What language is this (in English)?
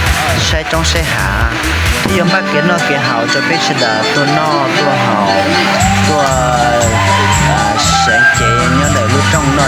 Hmong